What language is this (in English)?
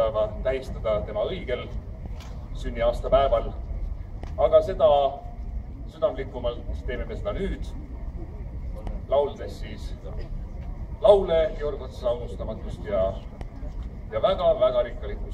Estonian